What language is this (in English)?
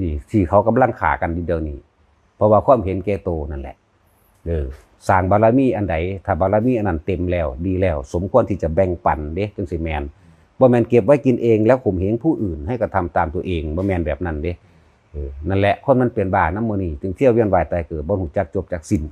Northeastern Thai